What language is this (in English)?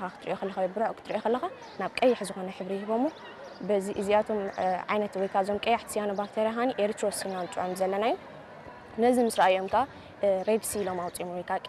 Tigrinya